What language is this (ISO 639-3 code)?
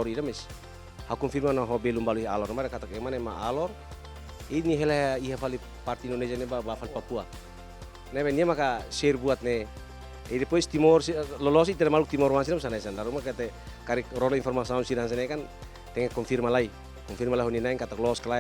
tet